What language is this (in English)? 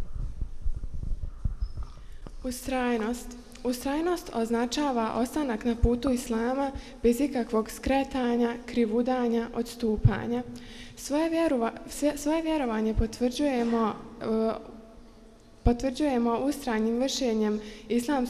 Bosnian